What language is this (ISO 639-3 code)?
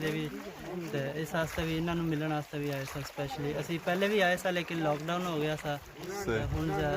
phr